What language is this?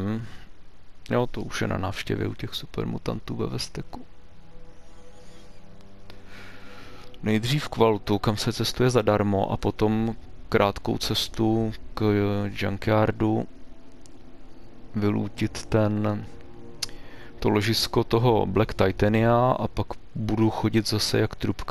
Czech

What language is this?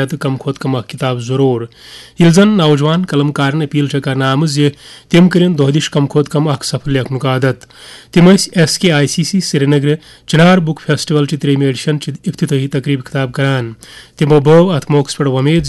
Kashmiri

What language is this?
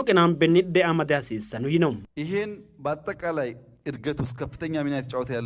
Sidamo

